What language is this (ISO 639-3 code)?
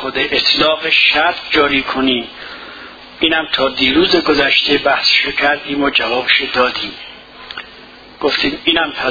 fas